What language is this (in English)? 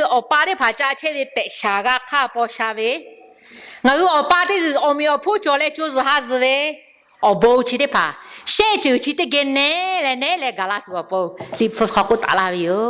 Lahu